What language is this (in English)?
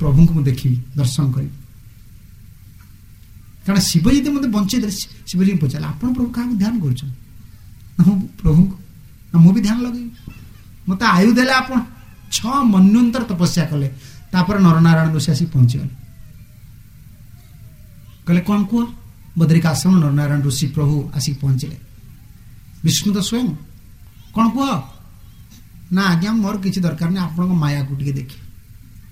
Odia